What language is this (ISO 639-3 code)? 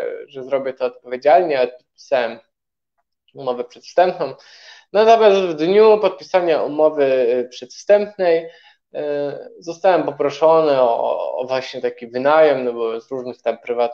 pol